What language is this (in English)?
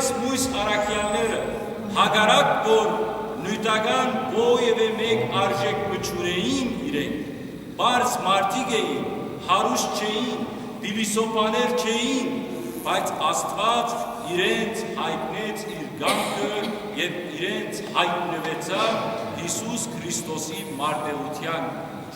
Western Armenian